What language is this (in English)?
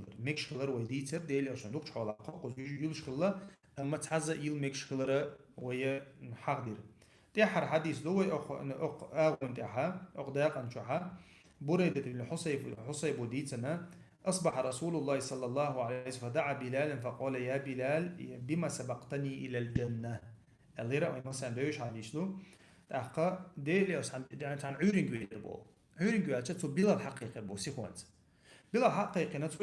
Chechen